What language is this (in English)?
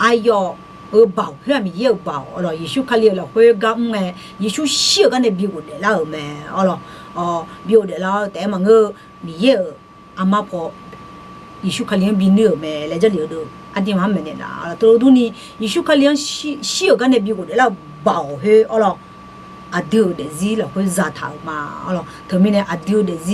Akha